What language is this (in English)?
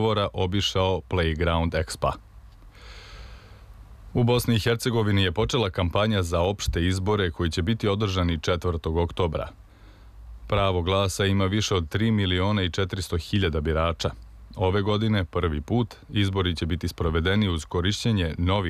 Serbian